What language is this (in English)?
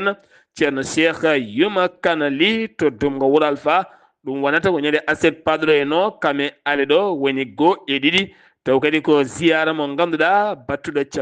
Fula